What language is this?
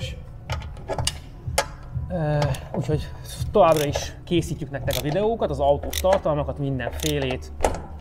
Hungarian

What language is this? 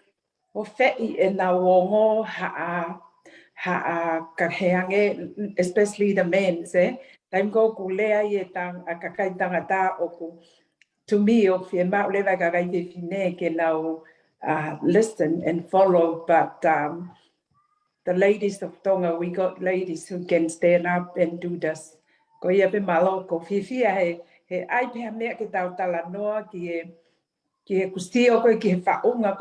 Tongan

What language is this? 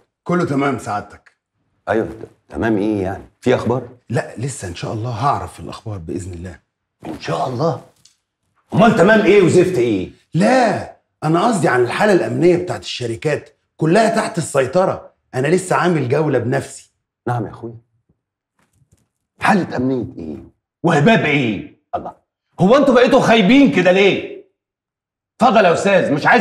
Egyptian Arabic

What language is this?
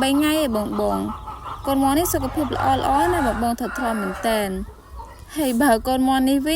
Khmer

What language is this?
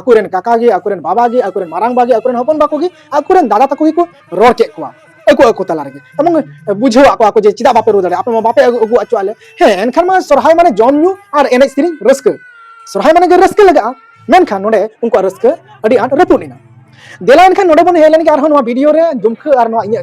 Santali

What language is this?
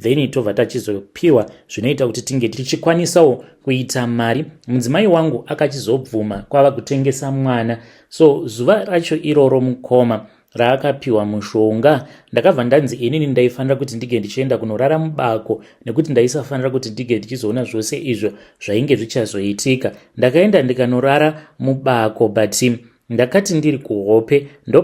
Shona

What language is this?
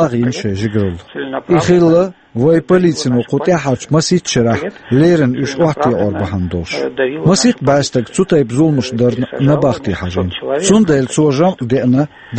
Chechen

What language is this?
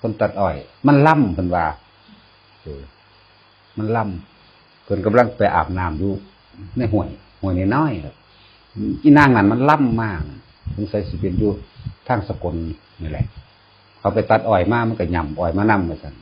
Northeastern Thai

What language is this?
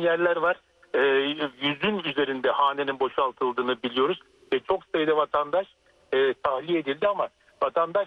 Turkish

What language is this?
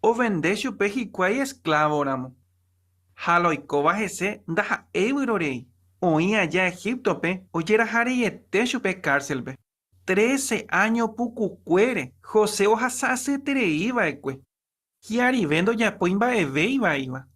Guarani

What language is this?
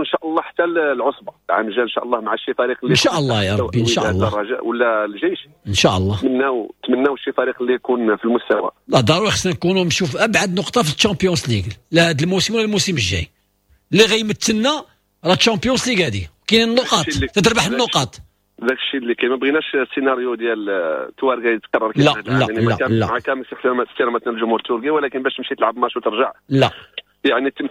Moroccan Arabic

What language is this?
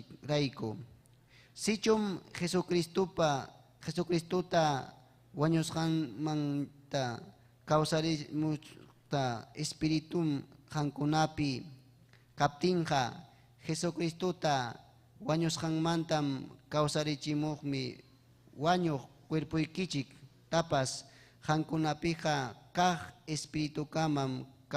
Ayacucho Quechua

